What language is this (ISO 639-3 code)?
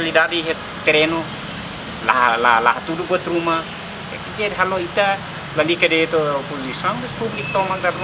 tet